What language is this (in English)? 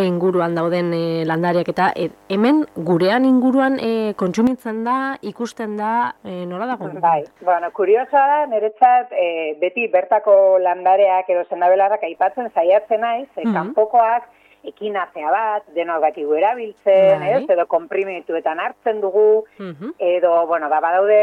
Basque